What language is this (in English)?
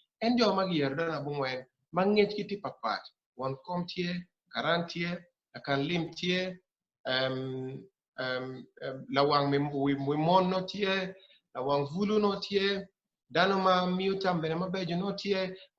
Acoli